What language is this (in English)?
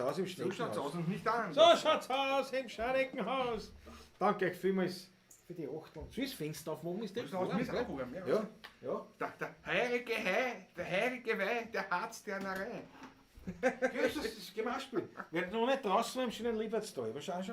Bavarian